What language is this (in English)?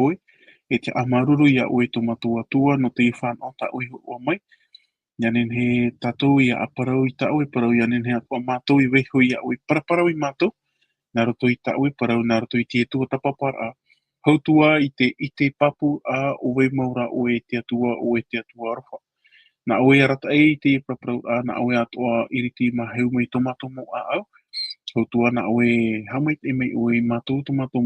Tahitian